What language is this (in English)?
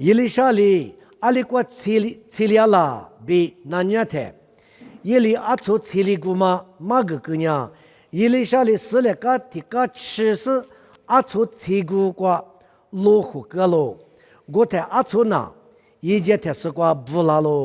Lisu